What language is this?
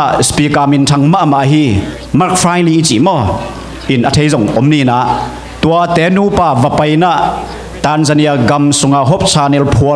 Tedim Chin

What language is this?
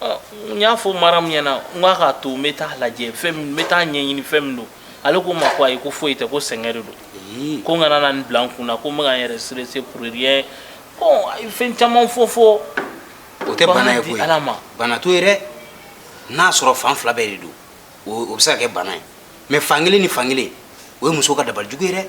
Bambara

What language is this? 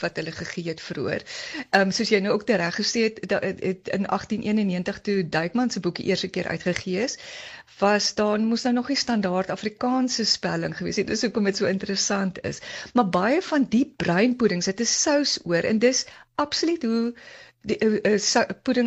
Afrikaans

